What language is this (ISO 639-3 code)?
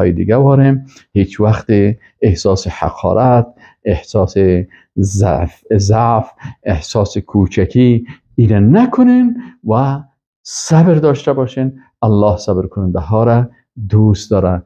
fas